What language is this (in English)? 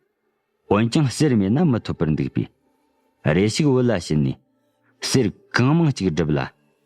Tibetan